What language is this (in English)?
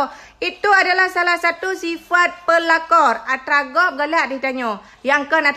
Achinese